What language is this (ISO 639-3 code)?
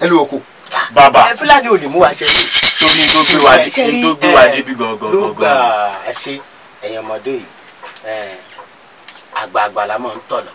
yor